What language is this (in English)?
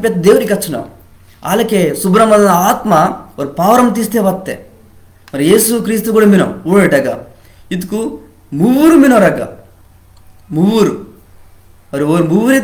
Koya